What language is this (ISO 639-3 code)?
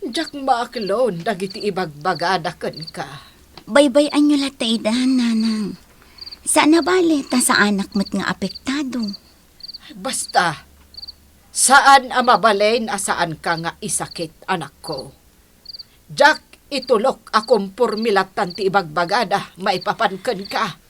ilo